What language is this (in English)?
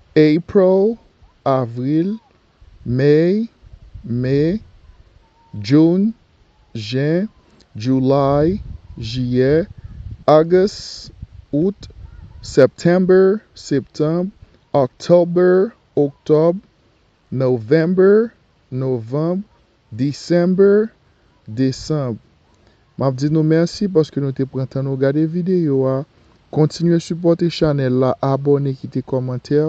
Haitian Creole